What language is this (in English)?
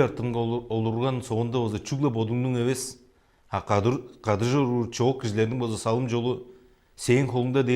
Tuvinian